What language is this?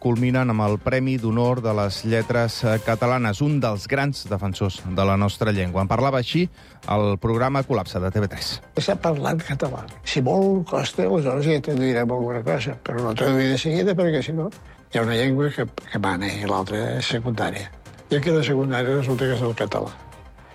Catalan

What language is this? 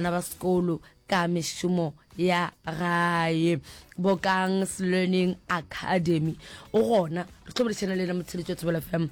Northern Sotho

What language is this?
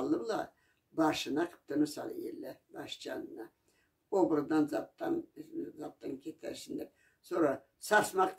Karachay-Balkar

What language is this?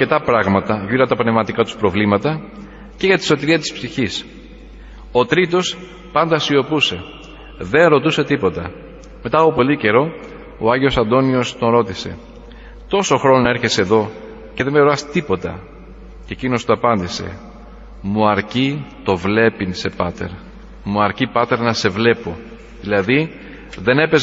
Greek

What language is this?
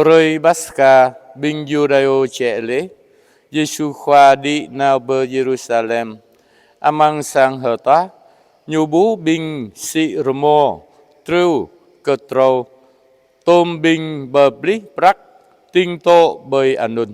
Jarai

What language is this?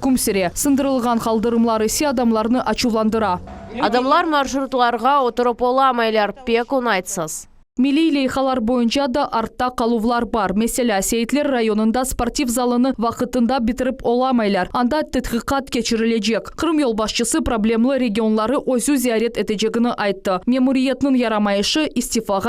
Crimean Tatar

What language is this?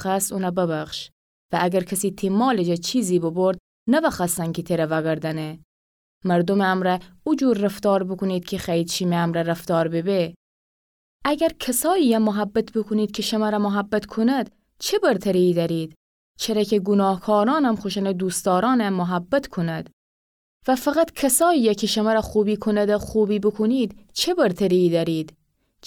Gilaki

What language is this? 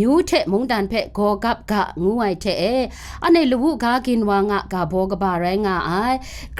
Kachin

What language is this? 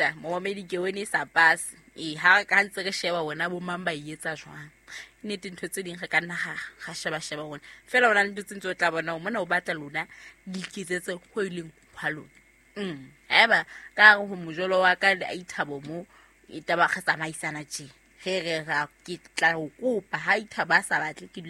Southern Sotho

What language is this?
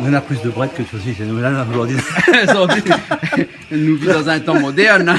Réunion Creole French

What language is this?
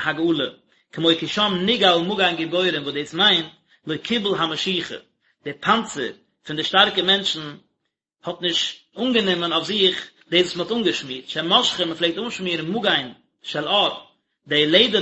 Yiddish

